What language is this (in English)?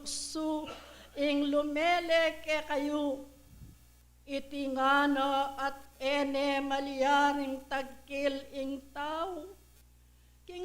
Pampanga